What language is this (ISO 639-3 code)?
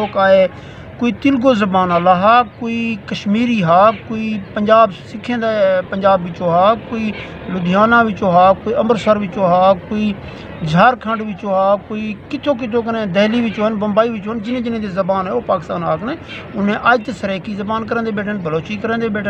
skr